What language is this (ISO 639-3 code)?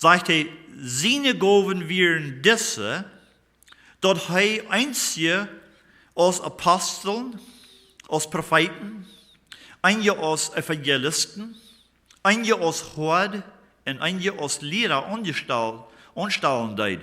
pdt